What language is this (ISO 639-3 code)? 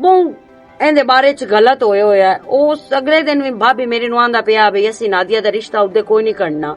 lah